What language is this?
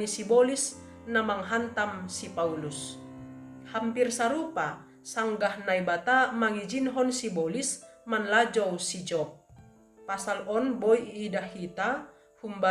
Batak Simalungun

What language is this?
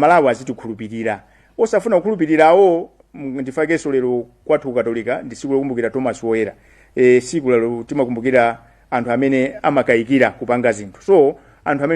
Nyanja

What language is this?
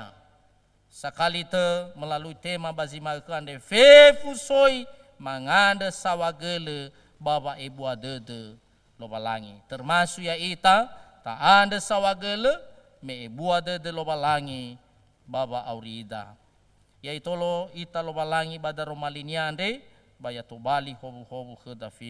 Nias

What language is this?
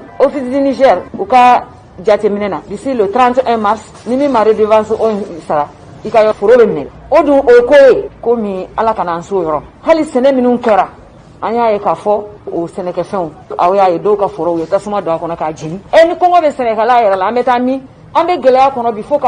Bambara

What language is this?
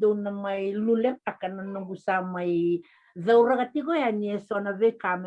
Fijian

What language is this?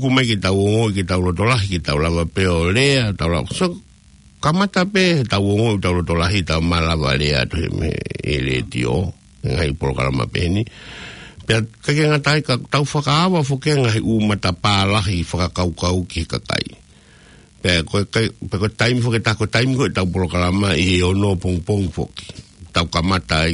Tongan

